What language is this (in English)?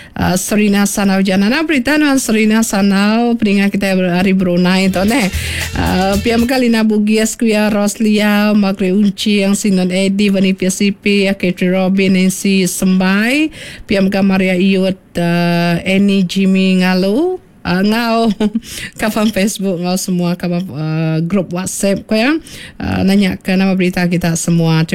Iban